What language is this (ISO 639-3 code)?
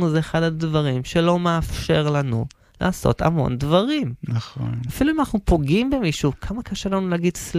heb